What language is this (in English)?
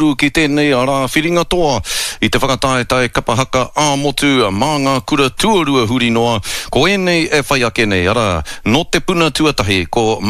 Māori